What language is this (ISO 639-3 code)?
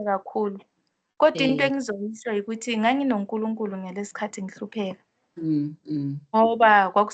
zul